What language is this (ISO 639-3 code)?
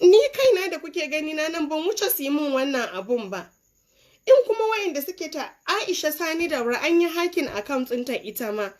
hau